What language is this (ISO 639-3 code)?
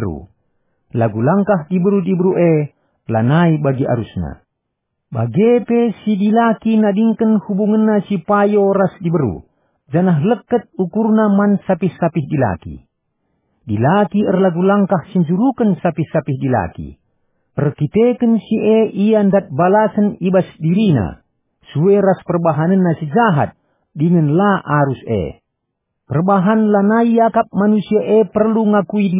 btx